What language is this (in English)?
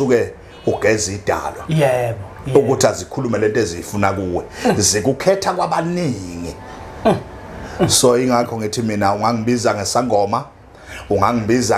Zulu